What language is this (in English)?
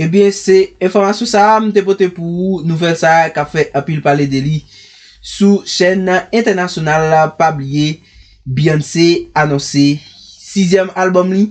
Haitian Creole